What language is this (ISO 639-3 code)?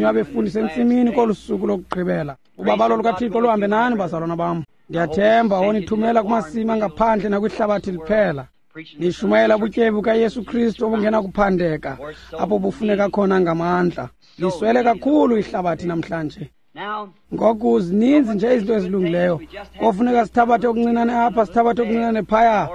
xho